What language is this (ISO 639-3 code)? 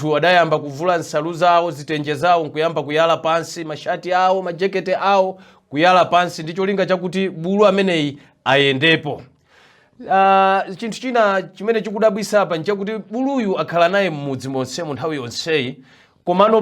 nya